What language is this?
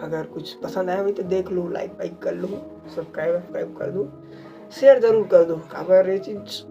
Chhattisgarhi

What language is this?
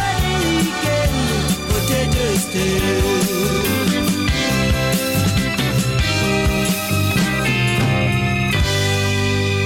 Danish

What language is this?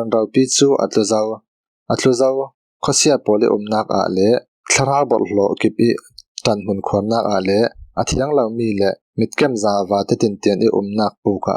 Falam Chin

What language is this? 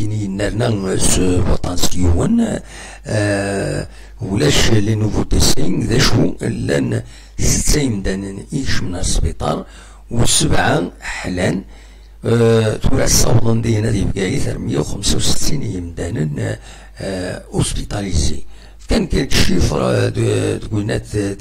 Kabyle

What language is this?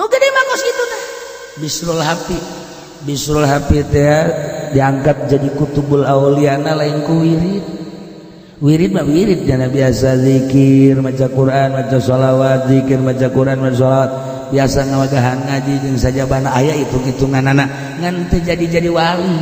Sundanese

